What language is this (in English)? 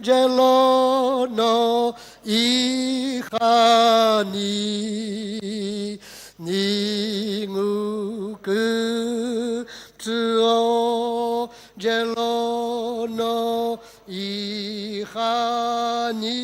Sumi Naga